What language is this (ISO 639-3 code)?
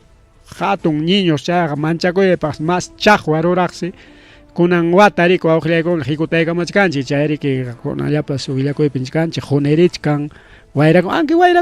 quy